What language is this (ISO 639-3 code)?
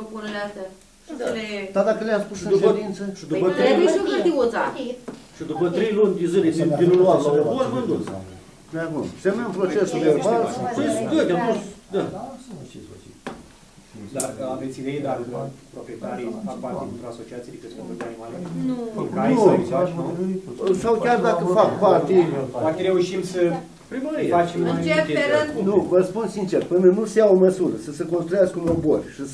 ron